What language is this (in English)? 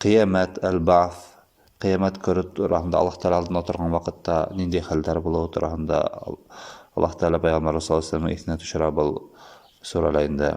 Bashkir